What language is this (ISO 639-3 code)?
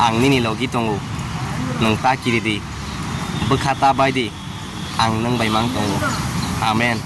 trp